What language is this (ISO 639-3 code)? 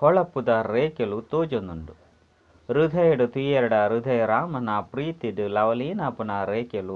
tcy